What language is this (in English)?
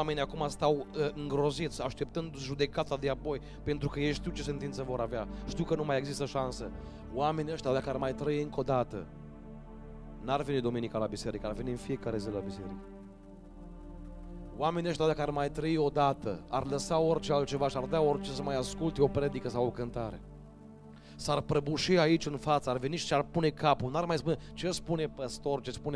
Romanian